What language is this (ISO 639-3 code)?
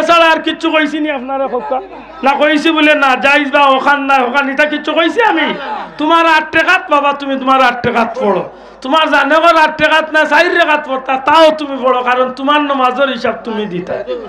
syl